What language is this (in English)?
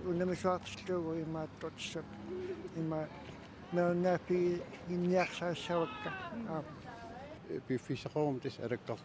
Kalaallisut